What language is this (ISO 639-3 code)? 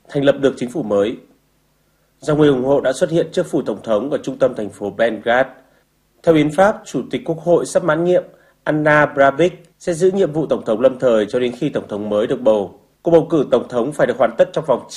vie